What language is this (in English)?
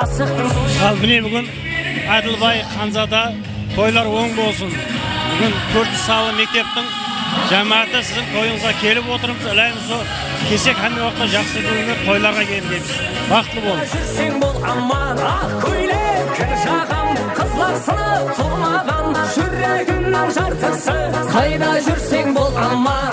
Kara-Kalpak